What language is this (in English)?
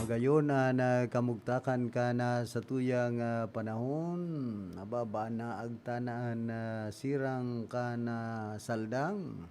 Bikol